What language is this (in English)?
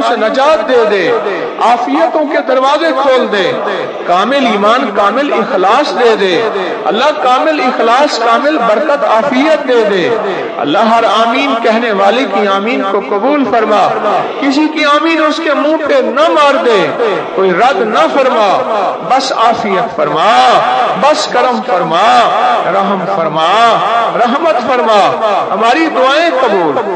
Urdu